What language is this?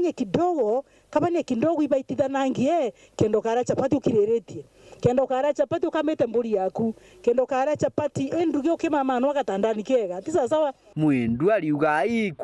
Meru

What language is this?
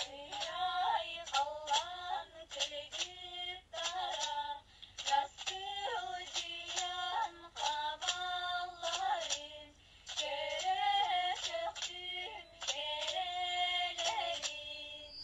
Yakut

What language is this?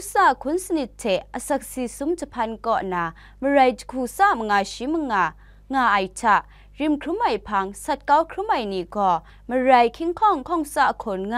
Kachin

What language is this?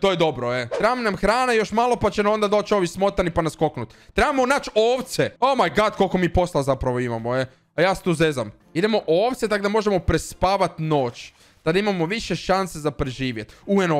Croatian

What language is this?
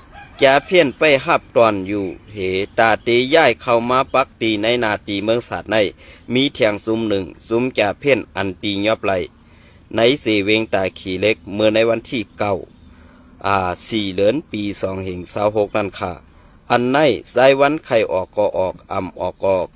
Shan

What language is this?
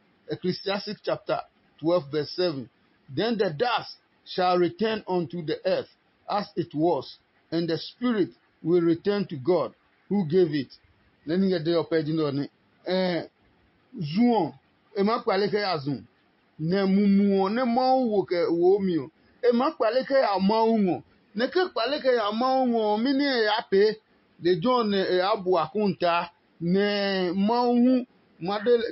Adangme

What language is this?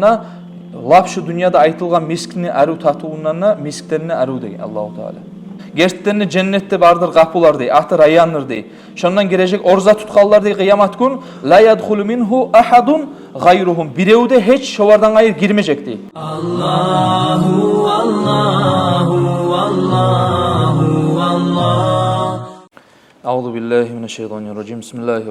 Kumyk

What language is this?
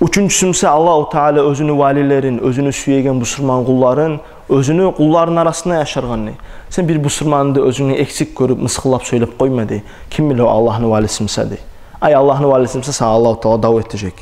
Kumyk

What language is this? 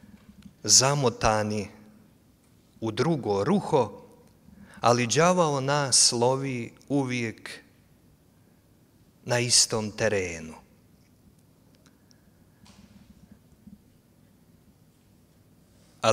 Croatian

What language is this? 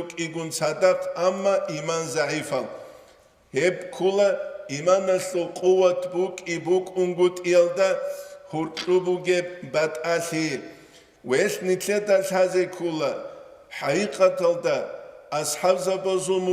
Avaric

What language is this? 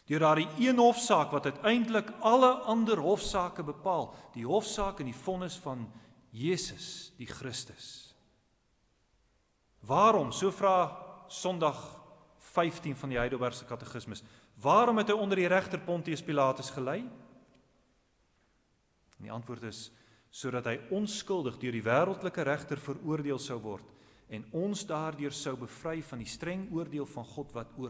Afrikaans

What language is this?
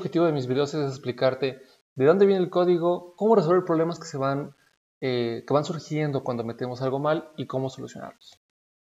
Spanish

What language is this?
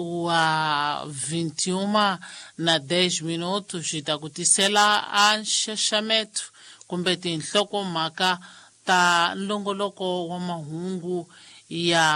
Tsonga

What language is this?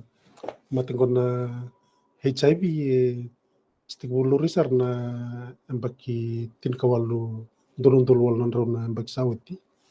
Fijian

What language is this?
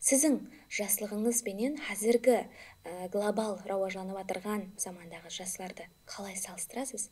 Kara-Kalpak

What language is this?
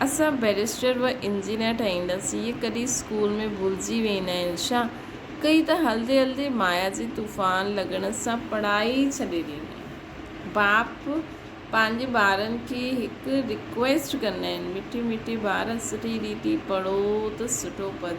Sindhi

